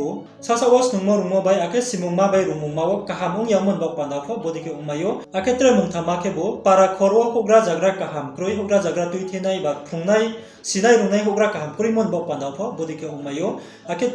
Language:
Riang (India)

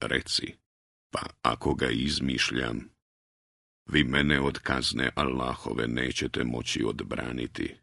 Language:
Bosnian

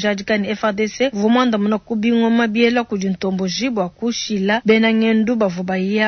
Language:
Luba-Lulua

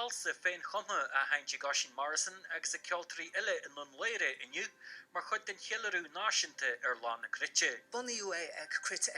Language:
Irish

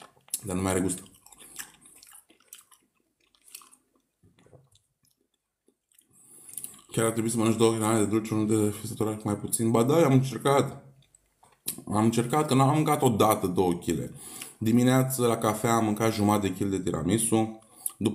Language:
Romanian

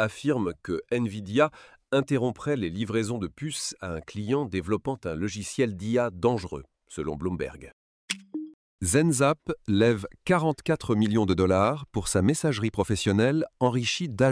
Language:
French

